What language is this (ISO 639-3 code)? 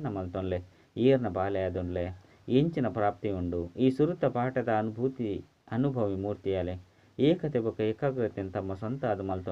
tcy